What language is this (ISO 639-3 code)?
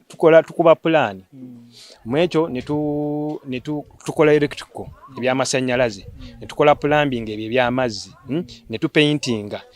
lug